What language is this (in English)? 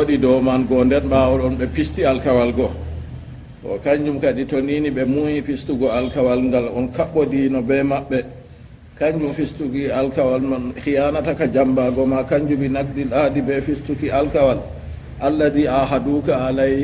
Fula